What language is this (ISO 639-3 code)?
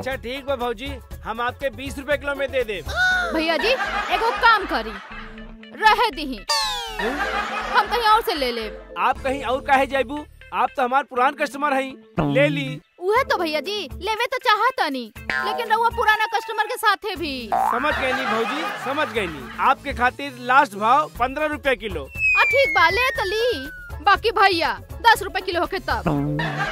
bho